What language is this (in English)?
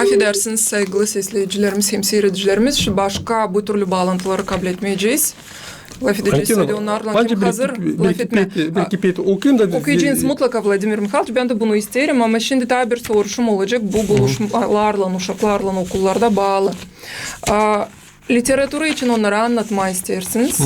Gagauz